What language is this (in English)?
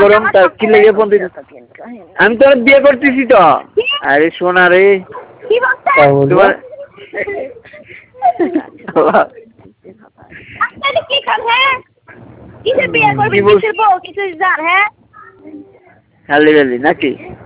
Bangla